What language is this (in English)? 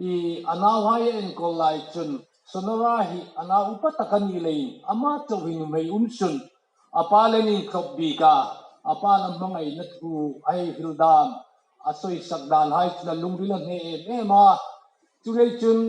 Hmar